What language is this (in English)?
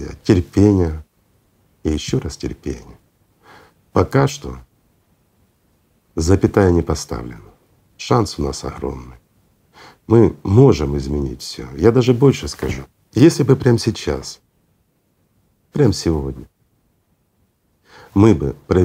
Russian